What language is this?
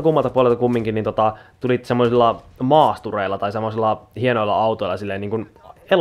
Finnish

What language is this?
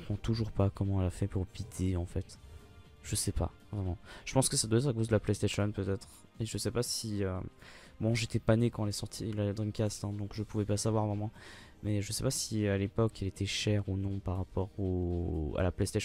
French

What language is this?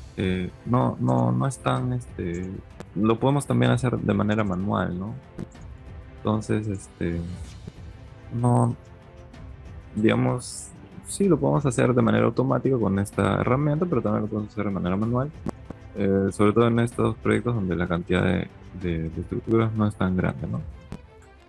Spanish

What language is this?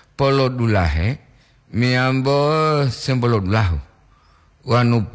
Gorontalo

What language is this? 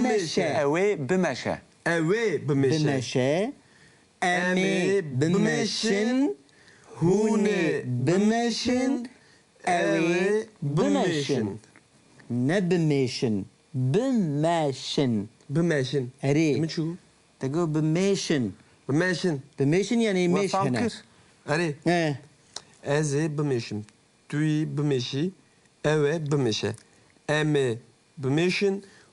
Kurdish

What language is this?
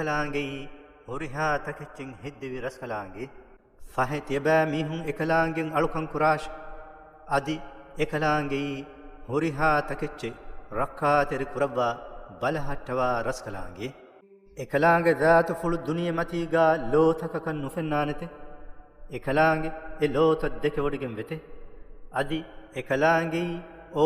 Divehi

